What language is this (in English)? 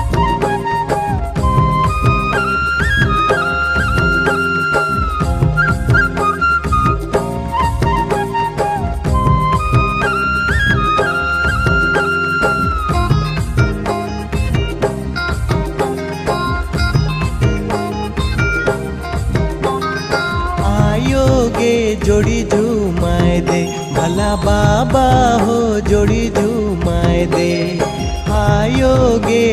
Sadri